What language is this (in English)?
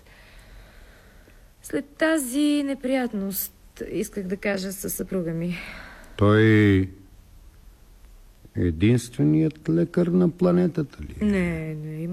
Bulgarian